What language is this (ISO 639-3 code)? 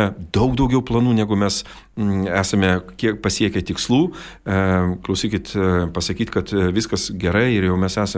lit